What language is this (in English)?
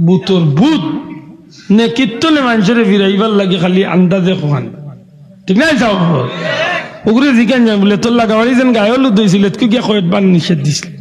Sylheti